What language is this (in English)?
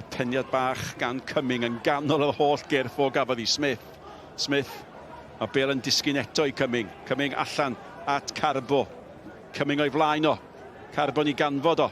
Welsh